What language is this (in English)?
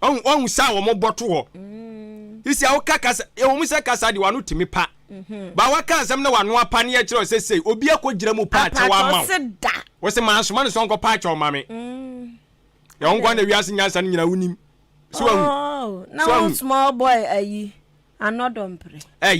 Akan